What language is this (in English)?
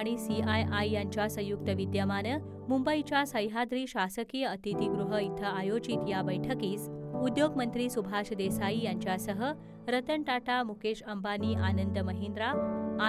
Marathi